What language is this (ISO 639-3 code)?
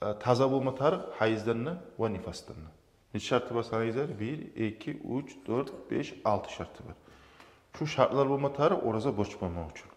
kum